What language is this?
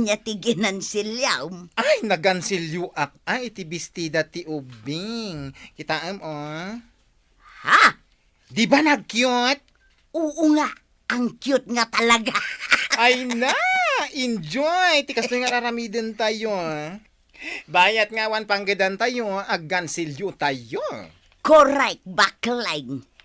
Iloko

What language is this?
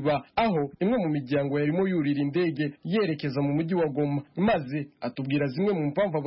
Kinyarwanda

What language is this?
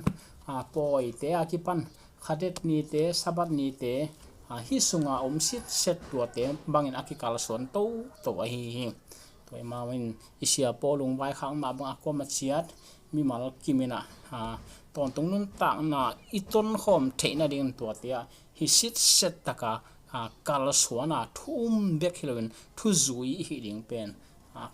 Tedim Chin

